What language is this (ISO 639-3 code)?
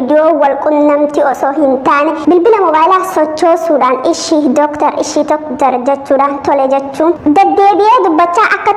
orm